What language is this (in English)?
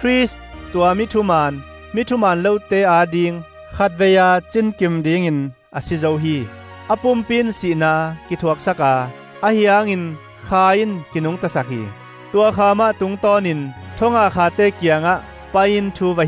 Tedim Chin